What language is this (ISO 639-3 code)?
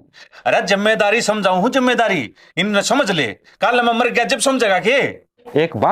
bgc